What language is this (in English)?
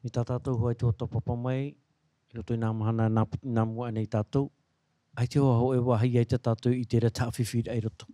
Tahitian